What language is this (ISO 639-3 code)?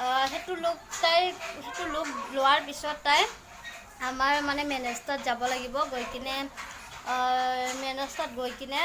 asm